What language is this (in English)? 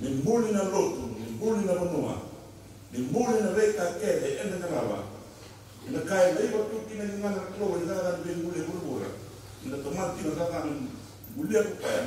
Fijian